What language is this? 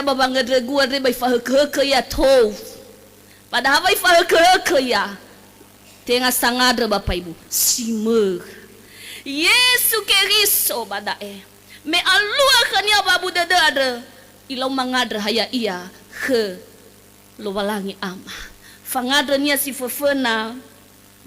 Nias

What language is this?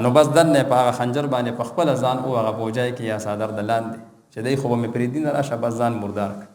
Pashto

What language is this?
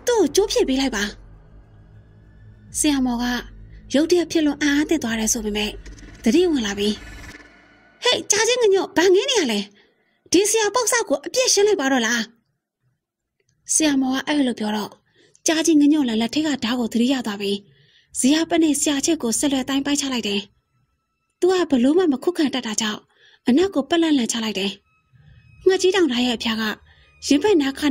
Burmese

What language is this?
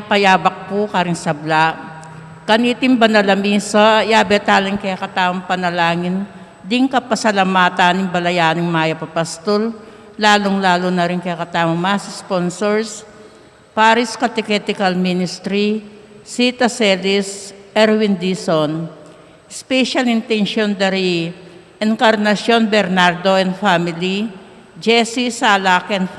Pampanga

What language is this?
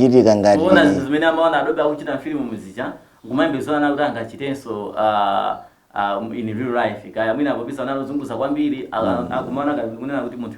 Nyanja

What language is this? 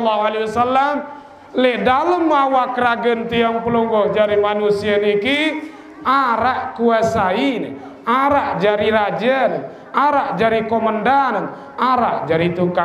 Sasak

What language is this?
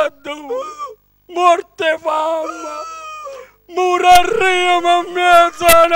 Neapolitan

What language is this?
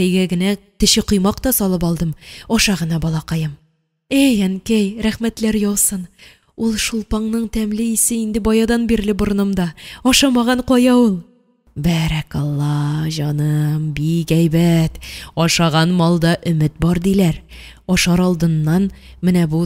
Tatar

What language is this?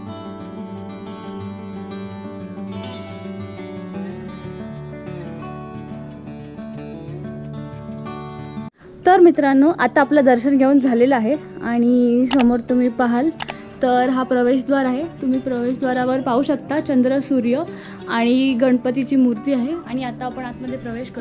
Marathi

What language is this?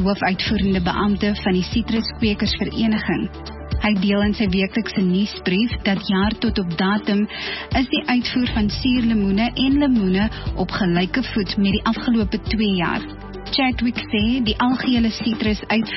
Afrikaans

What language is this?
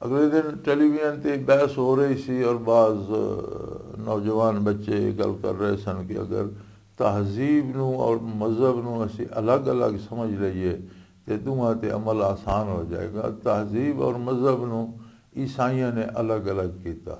Western Panjabi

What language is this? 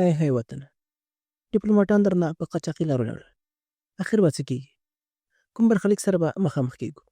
Pashto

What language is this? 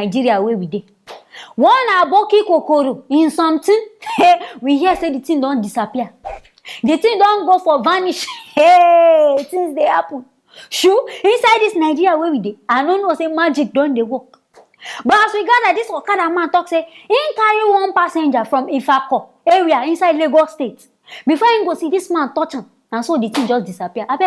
Nigerian Pidgin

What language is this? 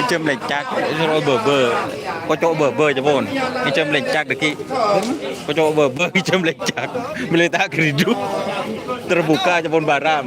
Madurese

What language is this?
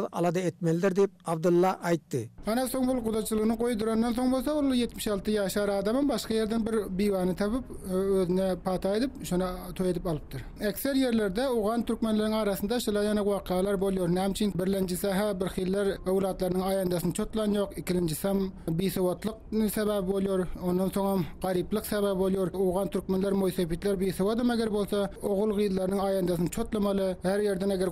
Turkmen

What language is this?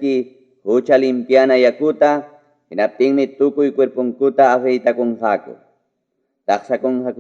Ayacucho Quechua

